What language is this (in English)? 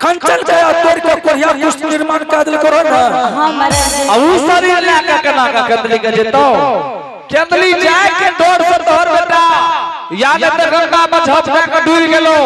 Angika